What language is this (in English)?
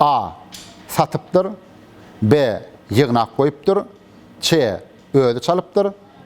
Turkmen